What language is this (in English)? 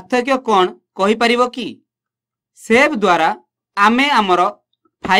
Odia